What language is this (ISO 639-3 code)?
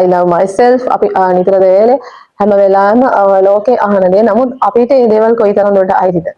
sin